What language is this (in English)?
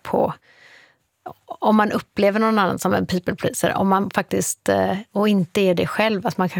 Swedish